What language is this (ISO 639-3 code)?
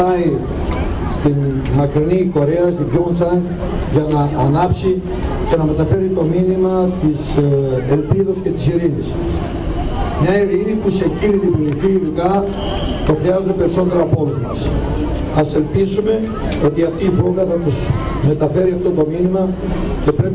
ell